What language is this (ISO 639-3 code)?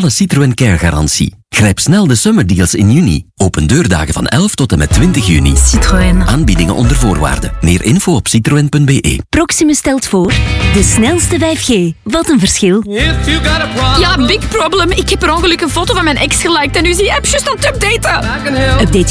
nld